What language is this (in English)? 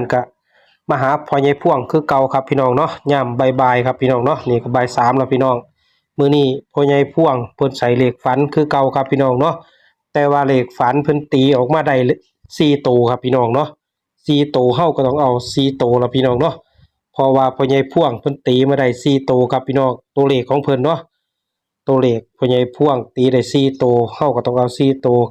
Northeastern Thai